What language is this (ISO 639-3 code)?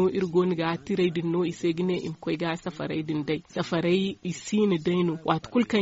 dje